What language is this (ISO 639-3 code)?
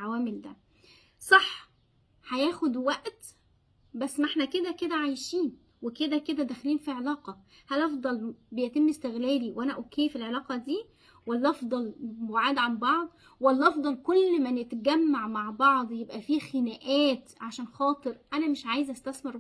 arz